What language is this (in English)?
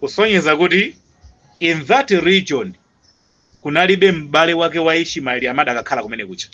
Nyanja